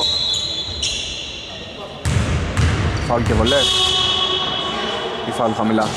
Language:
Greek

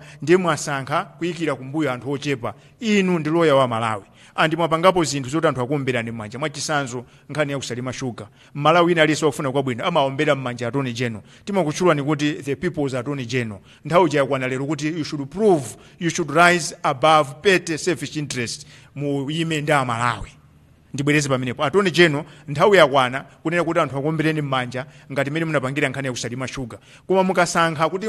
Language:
Nyanja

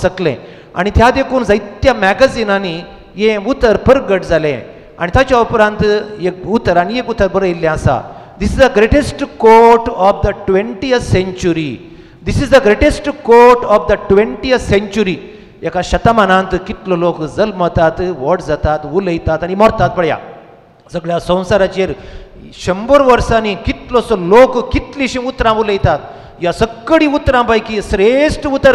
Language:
Konkani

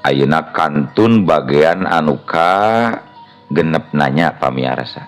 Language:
Sundanese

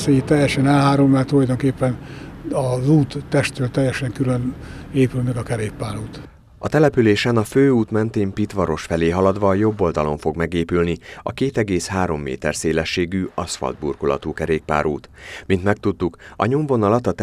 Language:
Hungarian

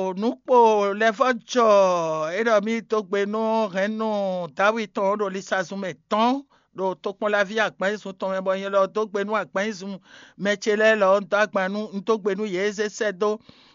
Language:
Fon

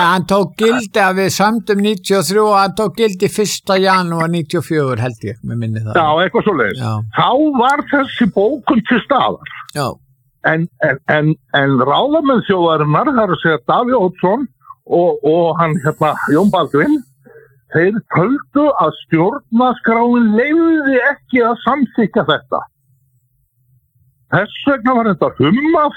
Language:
Icelandic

